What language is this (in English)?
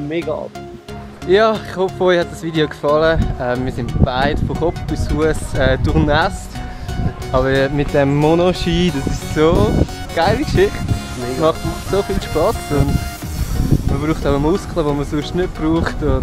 Swiss German